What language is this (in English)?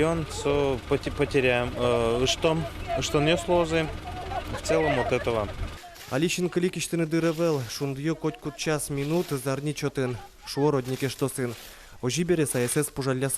Udmurt